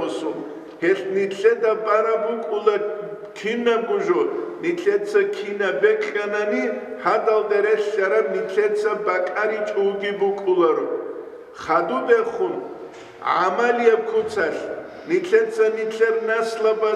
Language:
Avaric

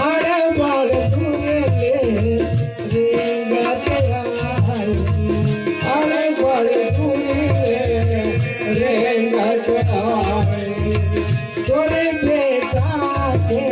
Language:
Chhattisgarhi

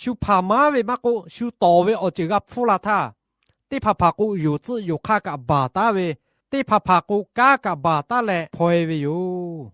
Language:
Lahu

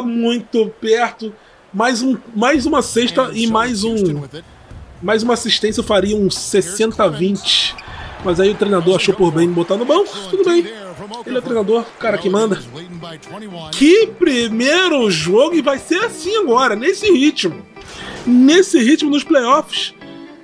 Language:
Portuguese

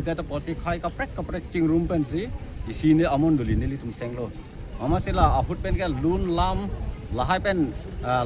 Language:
Karbi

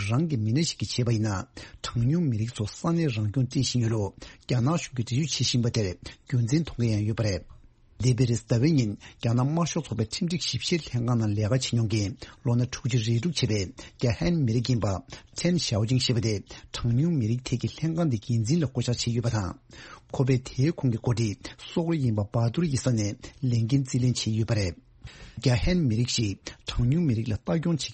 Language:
Tibetan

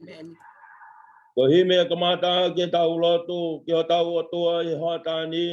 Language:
Tongan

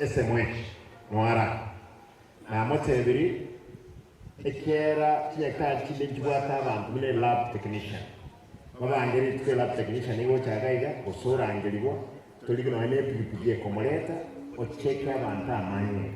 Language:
Gusii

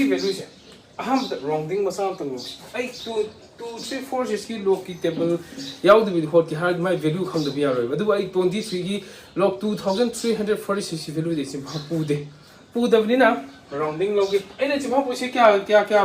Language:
Manipuri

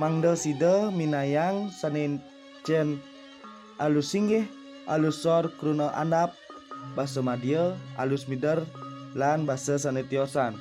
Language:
Balinese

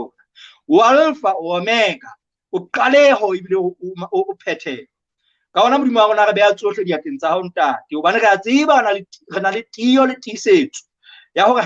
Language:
Southern Sotho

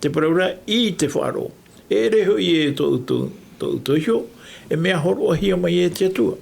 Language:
Tahitian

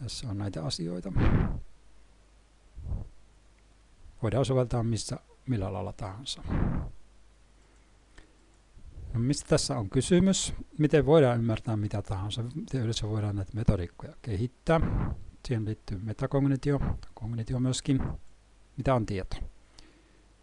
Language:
Finnish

